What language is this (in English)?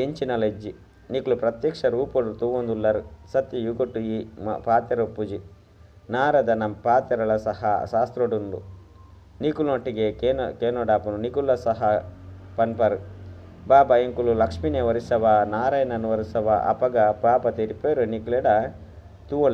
Tulu